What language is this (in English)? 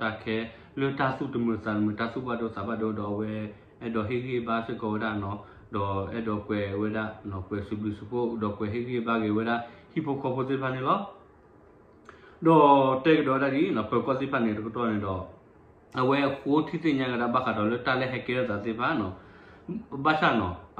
S'gaw Karen